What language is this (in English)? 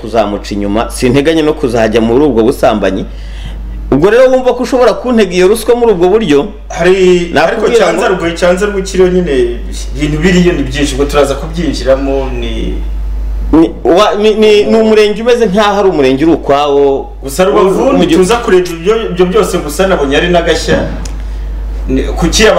Kinyarwanda